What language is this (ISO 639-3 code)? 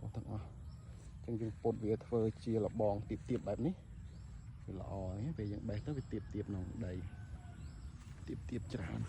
khm